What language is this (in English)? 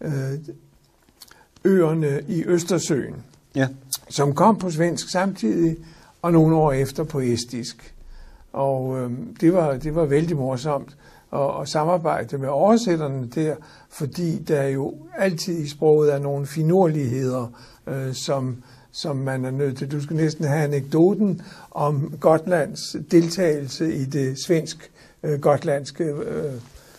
Danish